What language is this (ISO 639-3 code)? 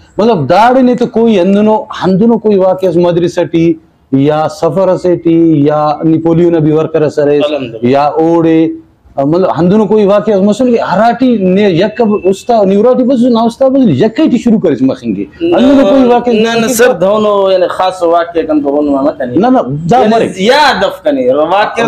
brh